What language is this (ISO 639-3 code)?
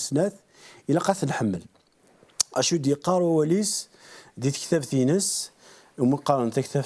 kab